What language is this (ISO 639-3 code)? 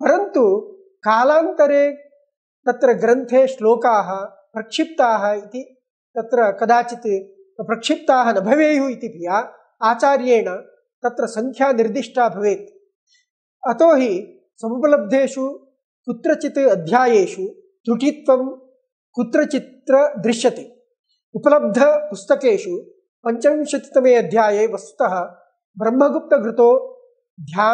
san